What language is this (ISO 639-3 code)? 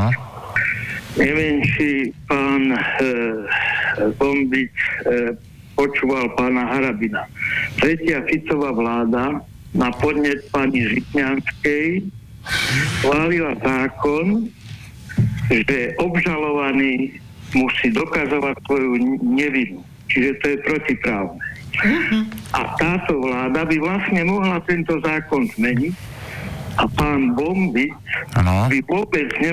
slk